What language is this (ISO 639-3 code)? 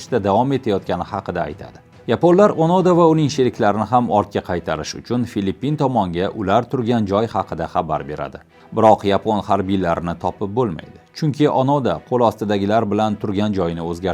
uzb